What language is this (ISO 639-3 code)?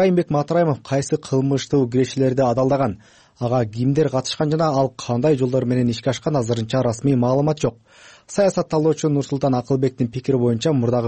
kir